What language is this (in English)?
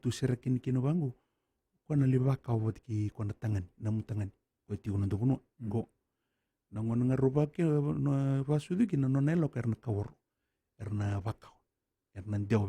Fijian